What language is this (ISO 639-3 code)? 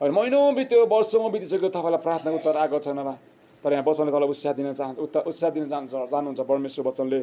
nep